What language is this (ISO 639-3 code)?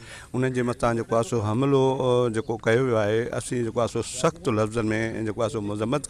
snd